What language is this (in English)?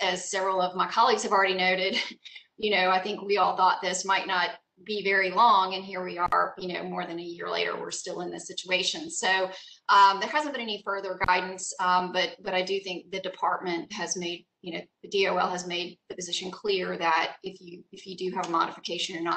English